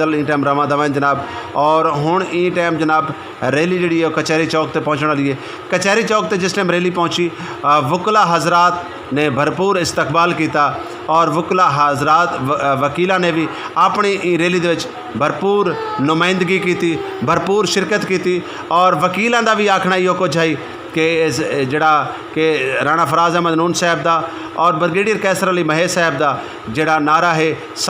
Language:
Saraiki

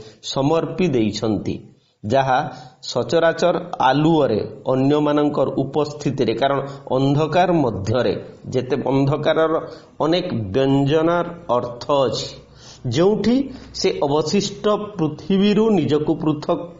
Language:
Odia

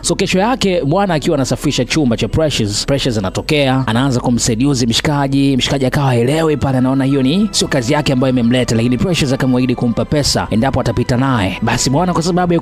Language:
Swahili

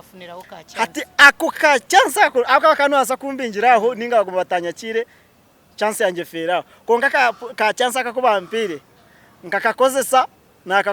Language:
Nyankole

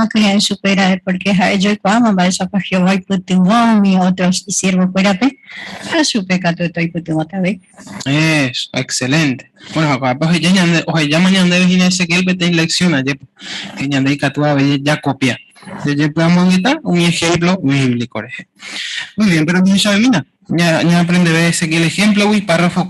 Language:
Guarani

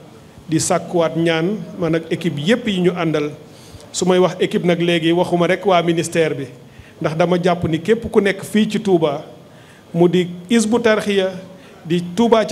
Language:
Wolof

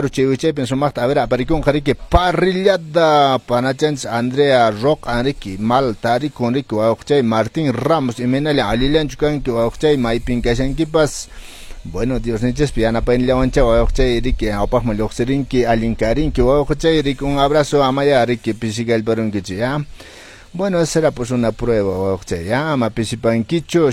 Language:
Quechua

